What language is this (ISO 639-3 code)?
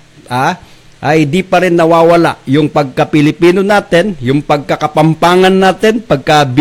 pam